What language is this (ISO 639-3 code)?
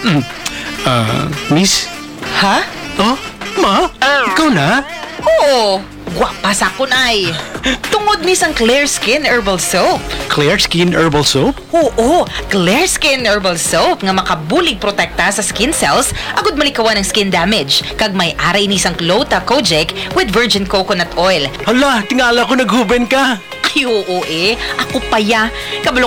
hil